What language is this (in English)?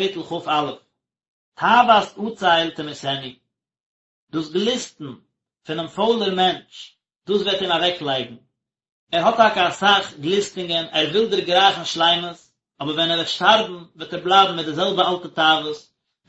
Yiddish